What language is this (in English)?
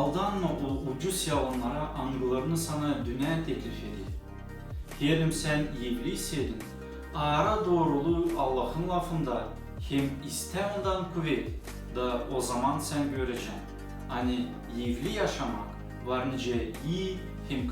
Gagauz